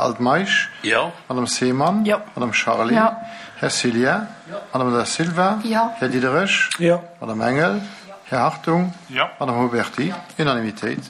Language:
Luxembourgish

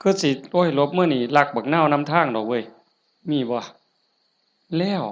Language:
Northeastern Thai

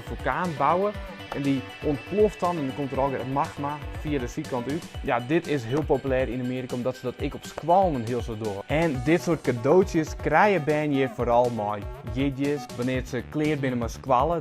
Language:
Western Frisian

